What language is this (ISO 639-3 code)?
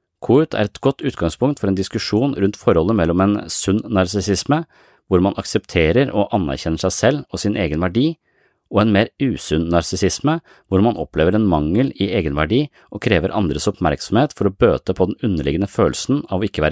nor